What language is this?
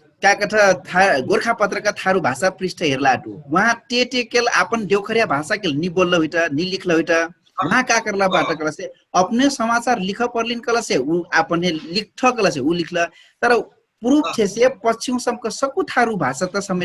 Dangaura Tharu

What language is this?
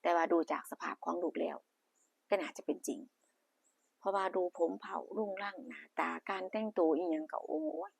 Northeastern Thai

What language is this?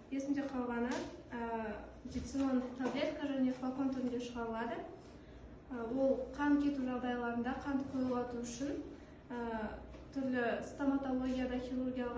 Kazakh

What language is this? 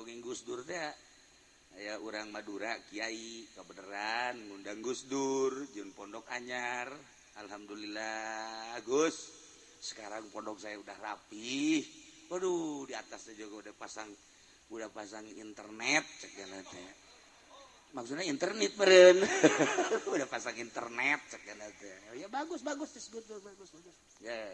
Sundanese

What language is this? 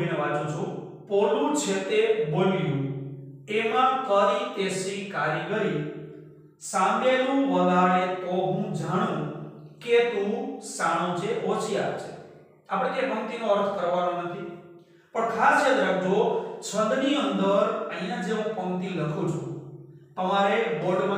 Gujarati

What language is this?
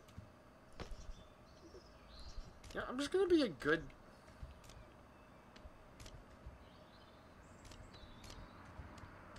English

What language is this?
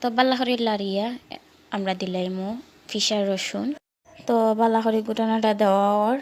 Sylheti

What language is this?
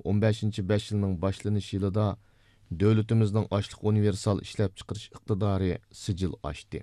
Uyghur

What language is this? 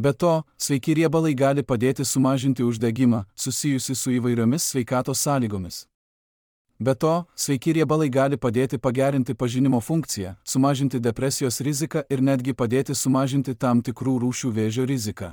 Lithuanian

